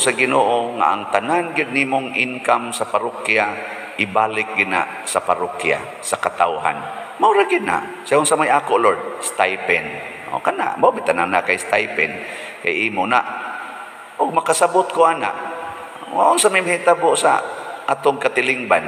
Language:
Cebuano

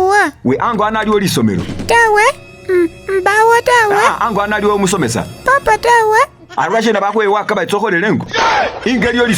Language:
Masaaba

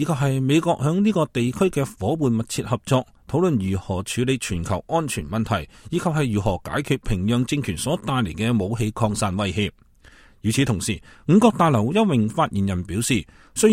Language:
Cantonese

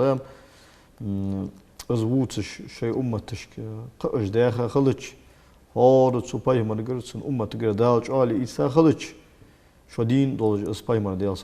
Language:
Ingush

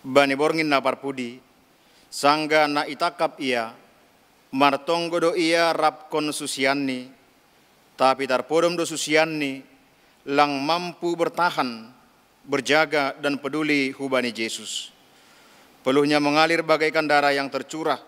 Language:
Batak Simalungun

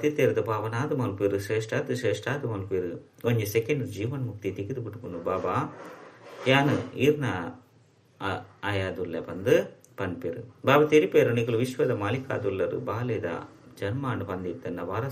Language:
Tulu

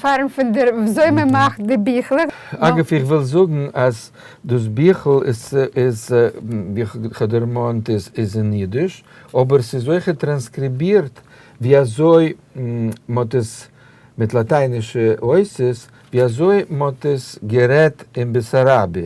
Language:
Yiddish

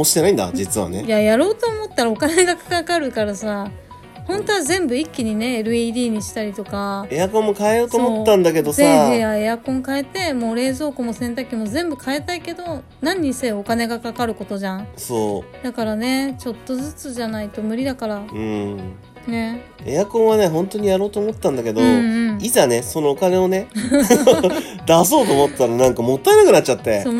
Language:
Japanese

